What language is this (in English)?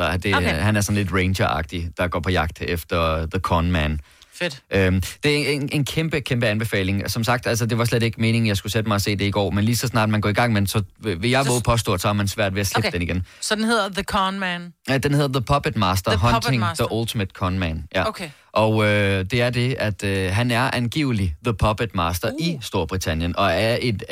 Danish